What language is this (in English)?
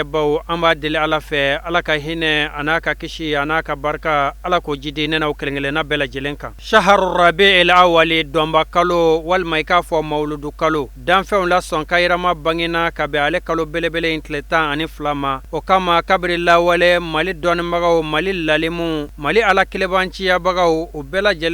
Bambara